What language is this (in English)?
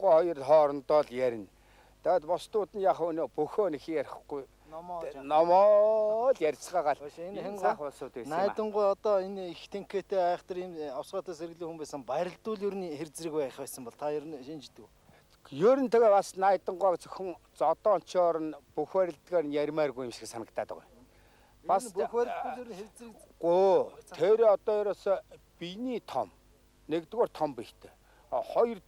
Mongolian